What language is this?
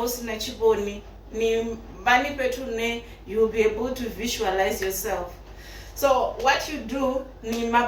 Venda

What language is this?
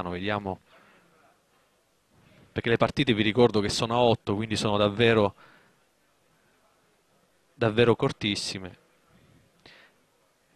Italian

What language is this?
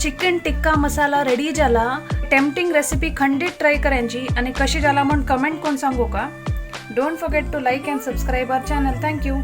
Konkani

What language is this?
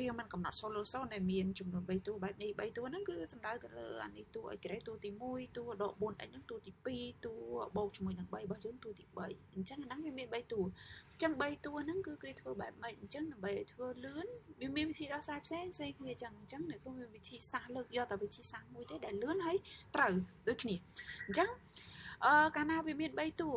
Khmer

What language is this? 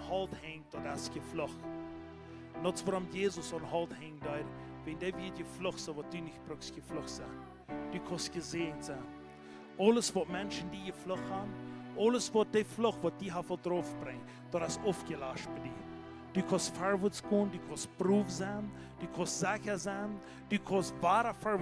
Plautdietsch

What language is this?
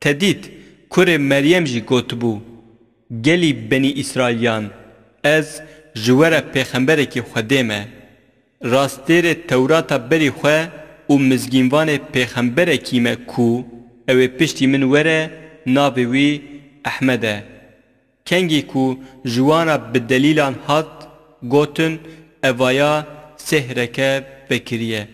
Kurdish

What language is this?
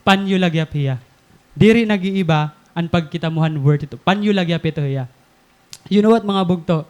Waray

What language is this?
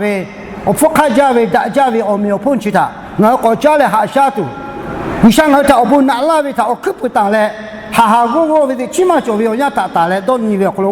Lahu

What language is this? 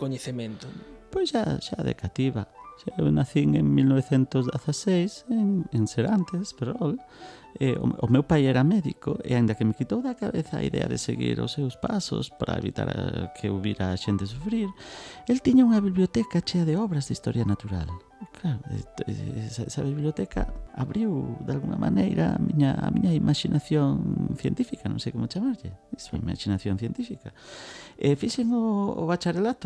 Galician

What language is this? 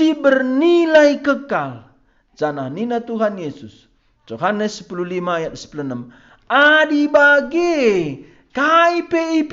Batak Karo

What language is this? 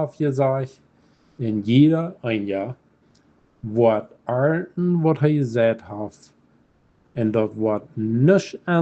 Plautdietsch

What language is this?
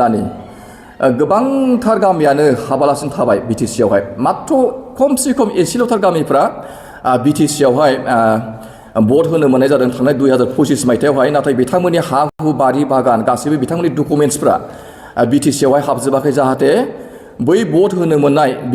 Bodo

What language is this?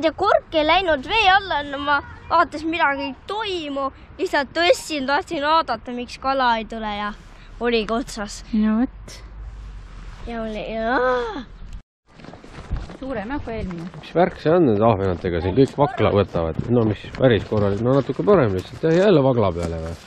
Estonian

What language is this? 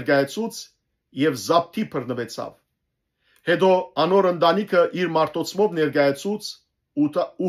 Western Armenian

